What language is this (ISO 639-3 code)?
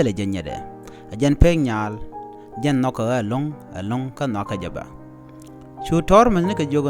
nus